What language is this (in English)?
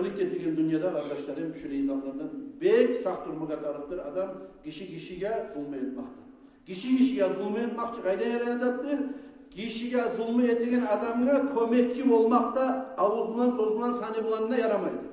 Kumyk